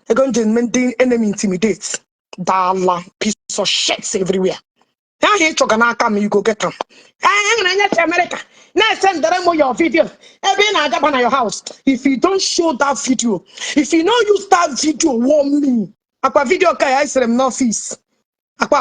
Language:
Igbo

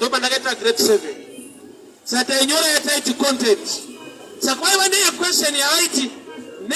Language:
Shona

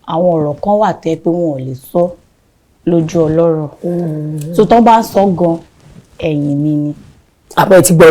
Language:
Yoruba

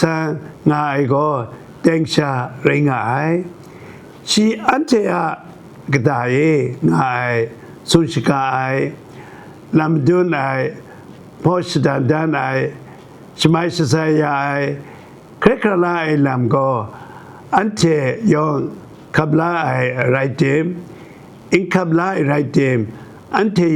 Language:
Kachin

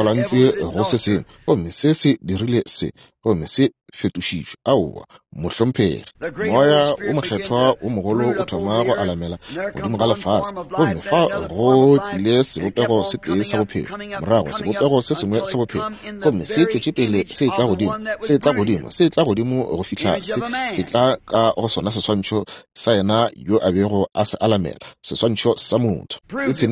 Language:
Northern Sotho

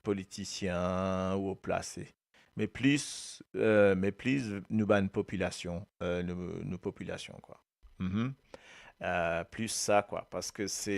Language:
Morisyen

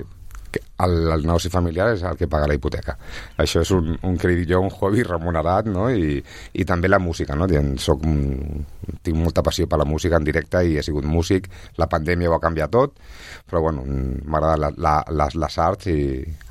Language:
Catalan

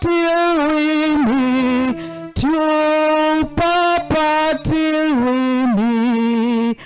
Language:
Soga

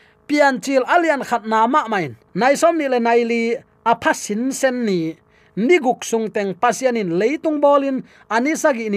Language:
Tedim Chin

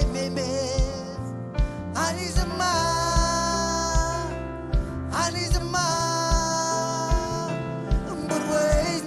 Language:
Marshallese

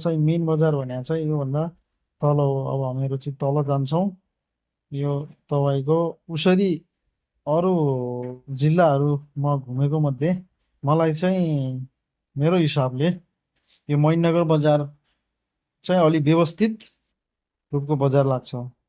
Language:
Nepali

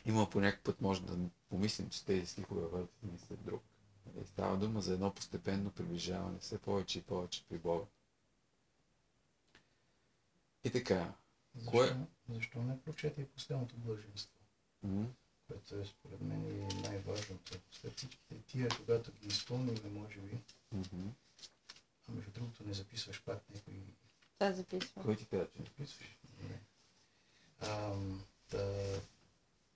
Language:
Bulgarian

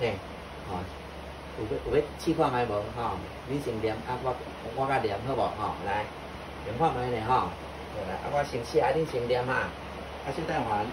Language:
Min Nan Chinese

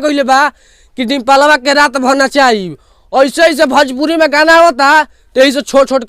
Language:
Bhojpuri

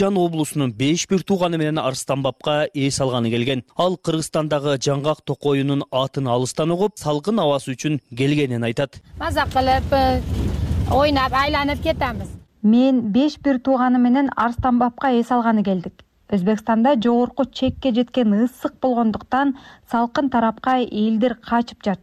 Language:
Kyrgyz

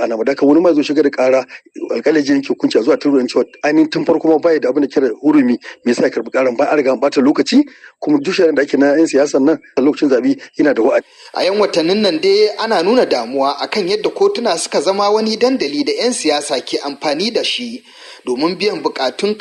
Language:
Hausa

